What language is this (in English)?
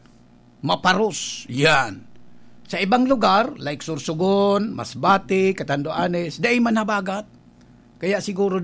Bikol